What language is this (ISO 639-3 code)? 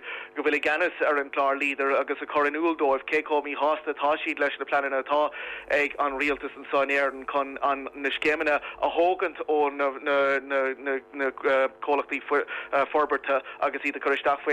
gle